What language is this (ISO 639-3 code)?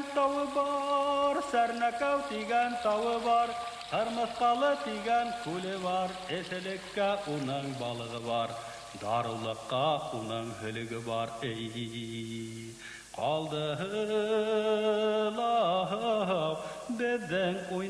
bak